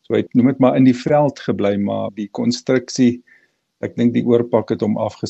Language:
Afrikaans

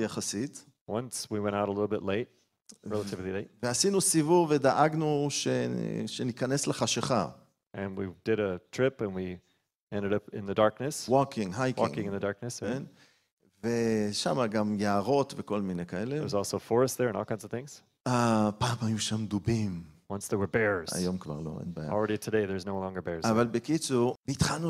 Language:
Hebrew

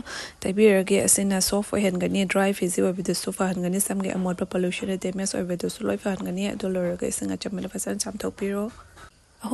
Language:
Manipuri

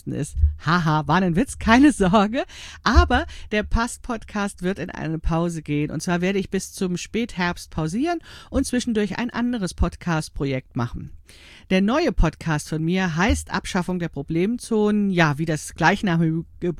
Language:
German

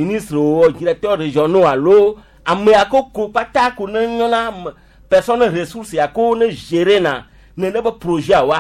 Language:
Gen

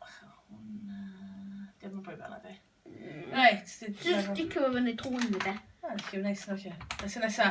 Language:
Welsh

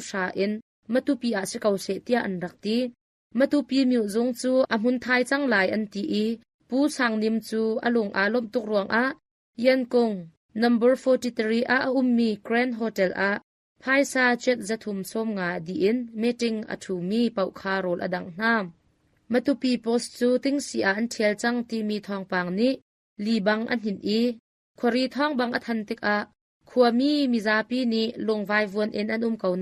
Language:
Hakha Chin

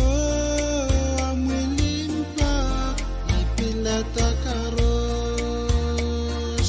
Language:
Pohnpeian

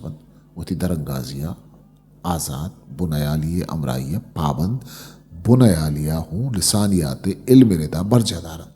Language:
Eastern Balochi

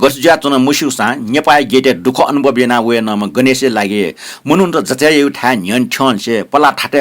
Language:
Newari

